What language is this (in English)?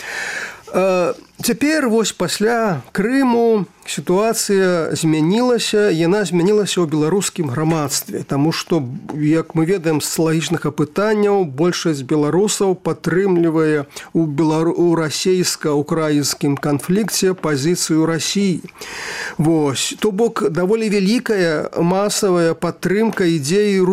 Belarusian